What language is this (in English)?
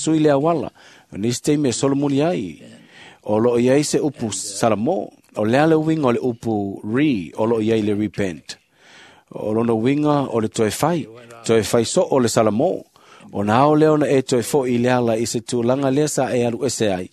Samoan